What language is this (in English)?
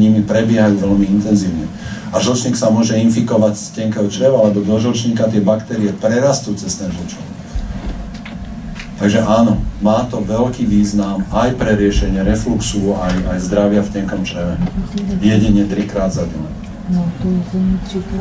Slovak